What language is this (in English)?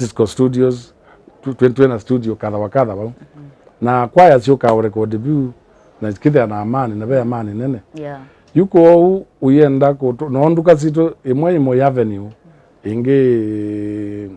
Kamba